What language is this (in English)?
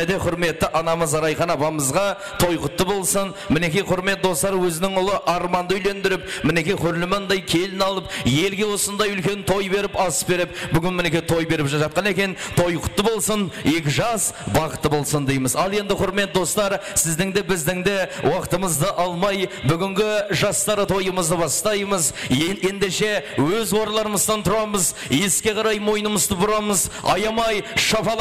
Kara-Kalpak